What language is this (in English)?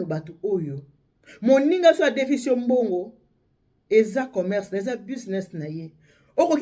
Lingala